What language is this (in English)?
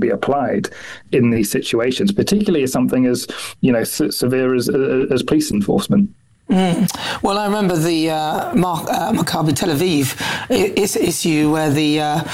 English